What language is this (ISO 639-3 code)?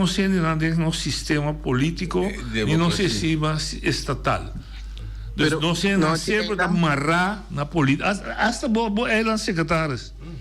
pap